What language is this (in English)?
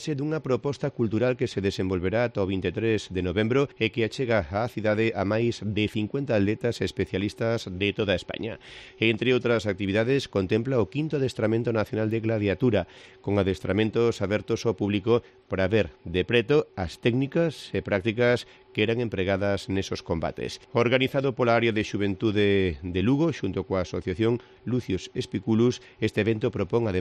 Galician